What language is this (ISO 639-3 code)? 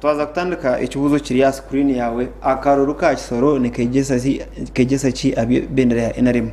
nyn